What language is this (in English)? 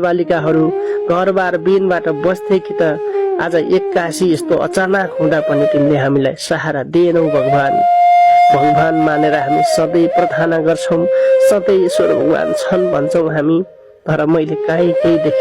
Nepali